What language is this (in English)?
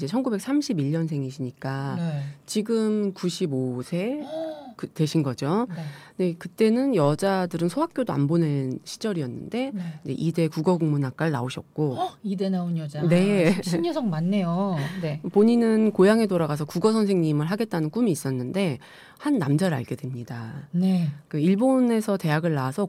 Korean